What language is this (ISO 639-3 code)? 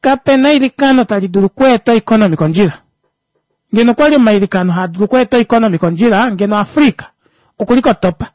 kua